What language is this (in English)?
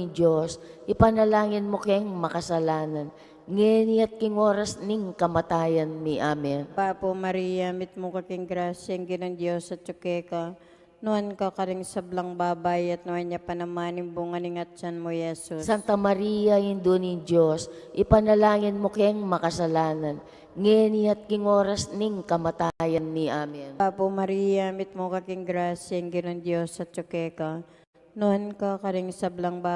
Pampanga